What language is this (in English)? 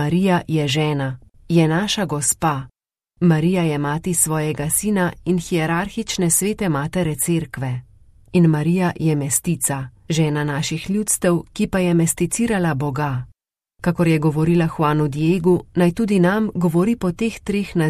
Slovenian